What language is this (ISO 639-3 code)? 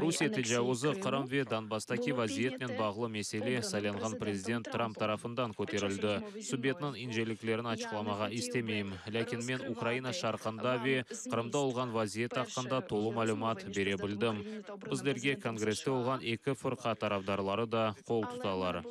crh